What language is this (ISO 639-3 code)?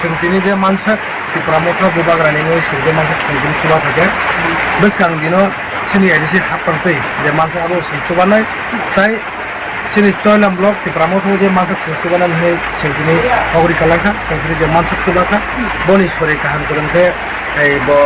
trp